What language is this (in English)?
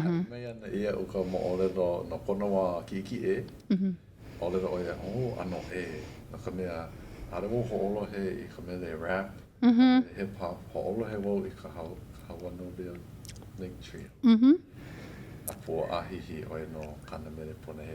Hawaiian